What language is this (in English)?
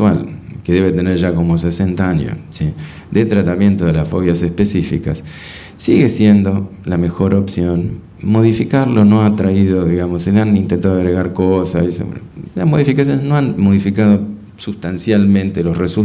Spanish